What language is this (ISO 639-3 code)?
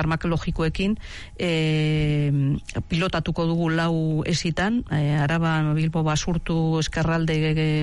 eus